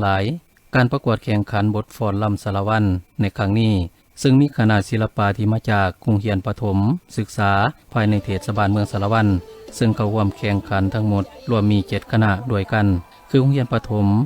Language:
Lao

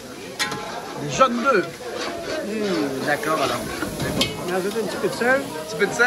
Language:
Réunion Creole French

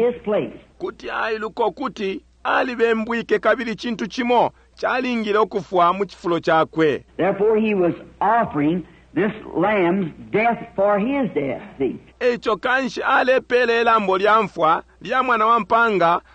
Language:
Bemba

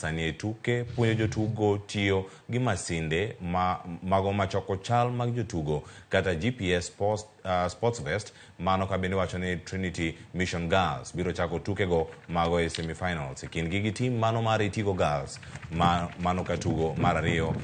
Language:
Luo (Kenya and Tanzania)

